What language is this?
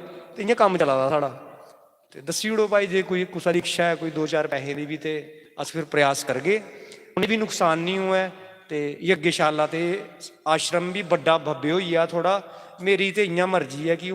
Dogri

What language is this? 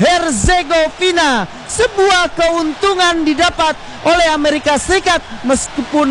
Indonesian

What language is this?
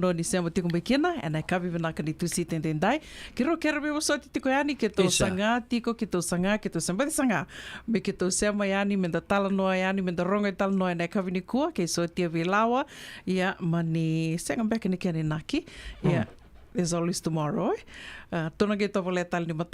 Fijian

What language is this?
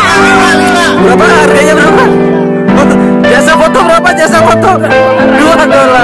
Indonesian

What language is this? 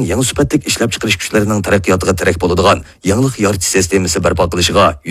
Uyghur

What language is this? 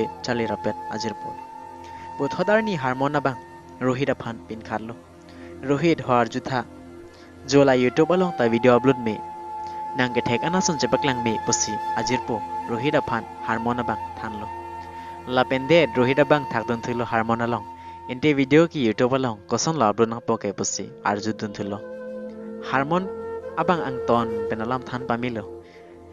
Karbi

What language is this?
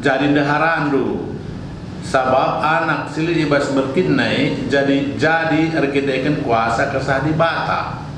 Batak Karo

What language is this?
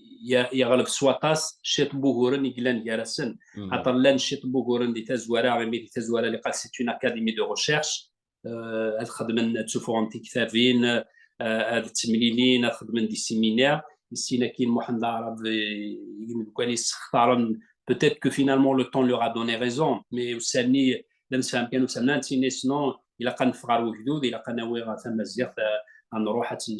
Kabyle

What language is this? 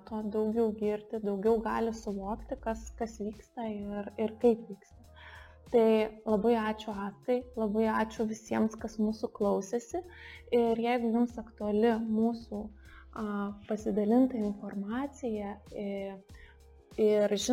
Lithuanian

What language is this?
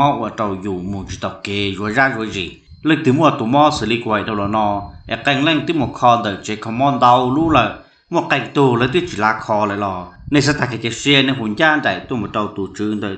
Hmong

